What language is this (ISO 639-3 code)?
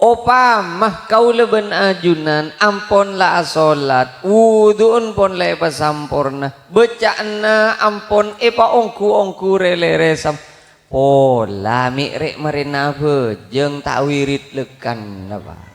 mad